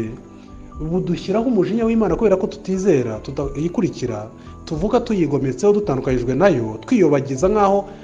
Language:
Kinyarwanda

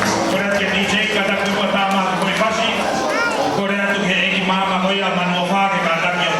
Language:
Tongan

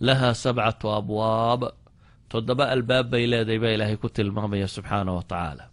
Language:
Somali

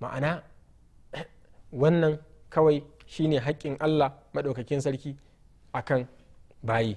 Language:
Hausa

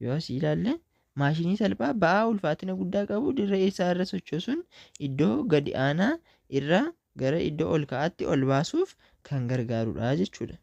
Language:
Oromo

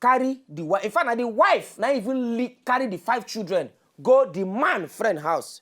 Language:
Nigerian Pidgin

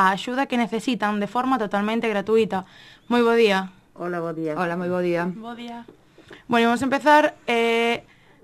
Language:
Galician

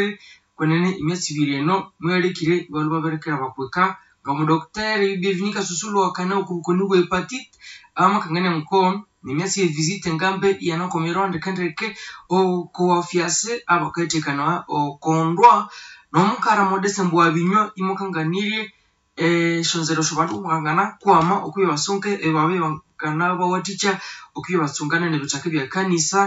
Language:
Nande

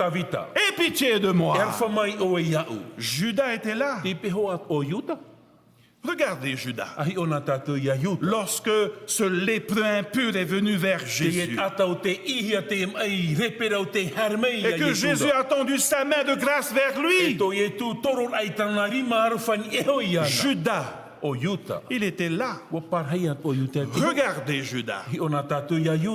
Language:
Tahitian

